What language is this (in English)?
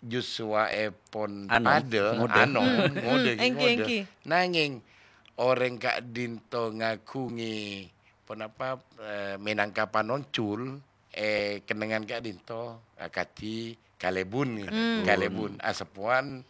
Madurese